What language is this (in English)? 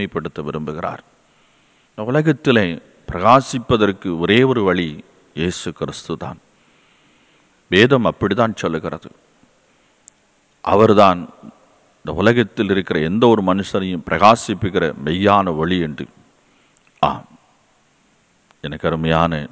Tamil